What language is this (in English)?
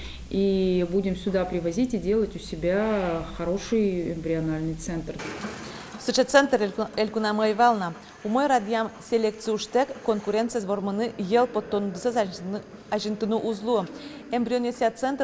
Udmurt